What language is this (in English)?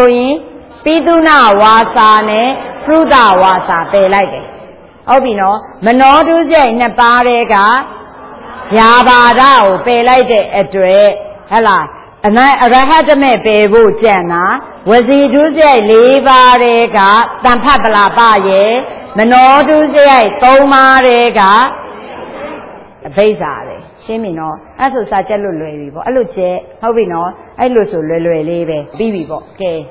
Burmese